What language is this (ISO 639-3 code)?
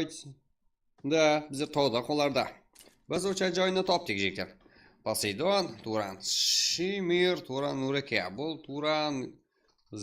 kaa